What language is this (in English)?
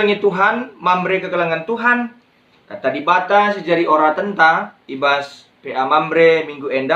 Batak Karo